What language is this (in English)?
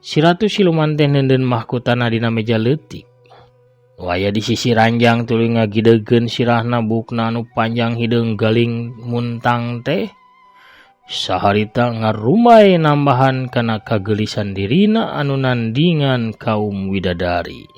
Sundanese